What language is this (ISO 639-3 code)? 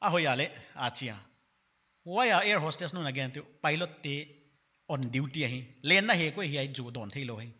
pck